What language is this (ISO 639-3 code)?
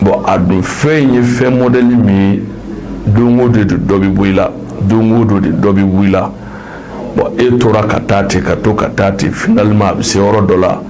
bam